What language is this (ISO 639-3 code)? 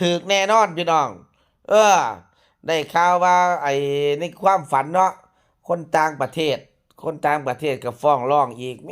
tts